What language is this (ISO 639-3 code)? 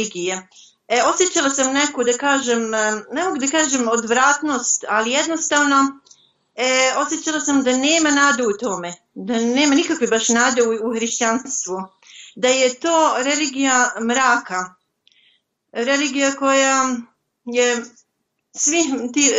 bos